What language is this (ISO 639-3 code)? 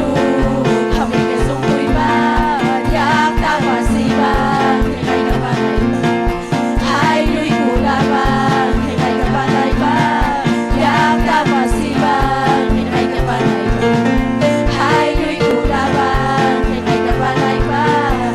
quy